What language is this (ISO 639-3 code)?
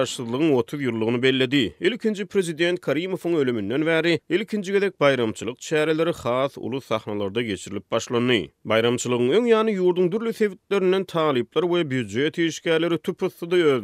tuk